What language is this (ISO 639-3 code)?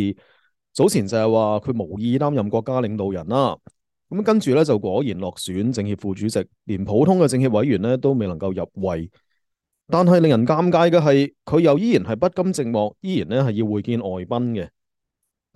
yue